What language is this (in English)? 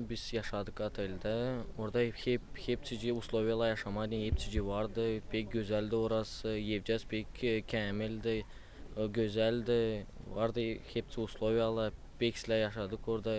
Gagauz